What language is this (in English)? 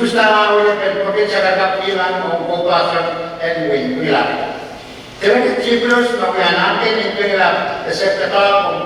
Pohnpeian